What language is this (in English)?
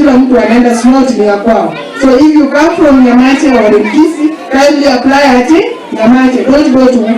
Gusii